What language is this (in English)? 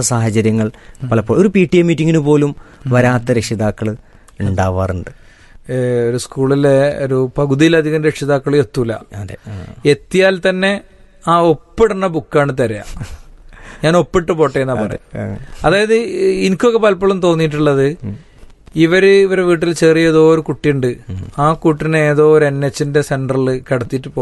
Malayalam